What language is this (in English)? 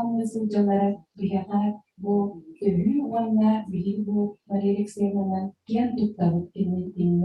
Yakut